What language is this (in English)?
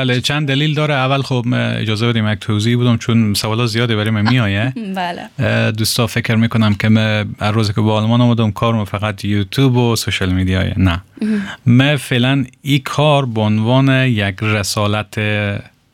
Persian